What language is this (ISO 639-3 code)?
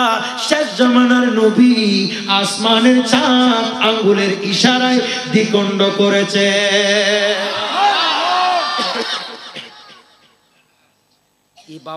ben